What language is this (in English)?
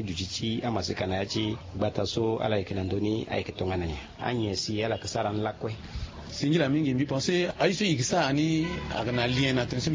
Sango